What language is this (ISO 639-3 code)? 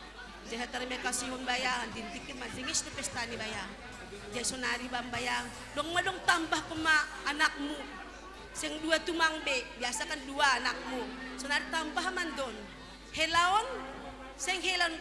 bts